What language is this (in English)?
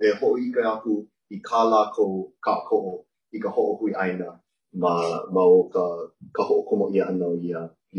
Hawaiian